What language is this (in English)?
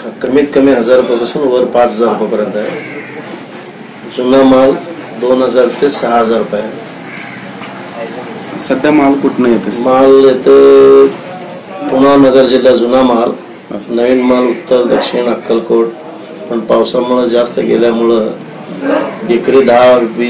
Marathi